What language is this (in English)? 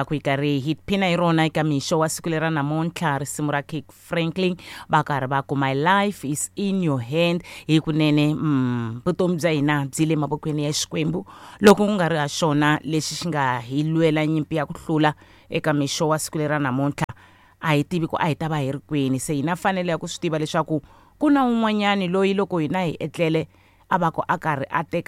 Tsonga